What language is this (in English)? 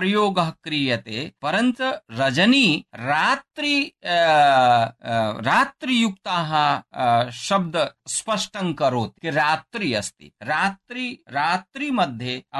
Sanskrit